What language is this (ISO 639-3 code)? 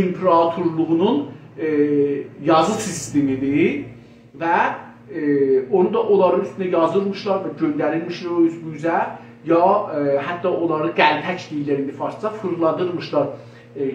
azb